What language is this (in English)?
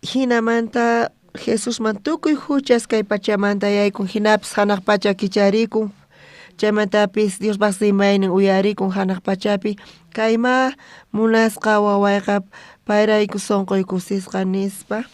South Bolivian Quechua